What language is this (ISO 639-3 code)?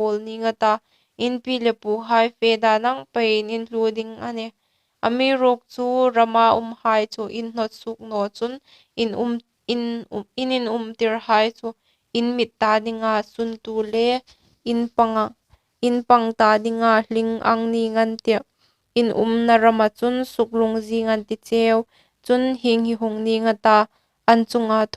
hmr